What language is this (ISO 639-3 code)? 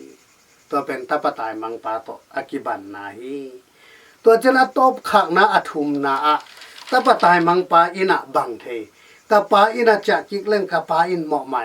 ctd